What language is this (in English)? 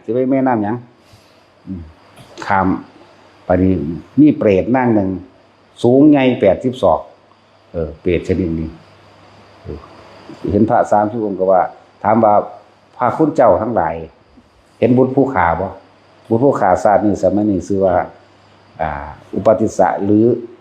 Northeastern Thai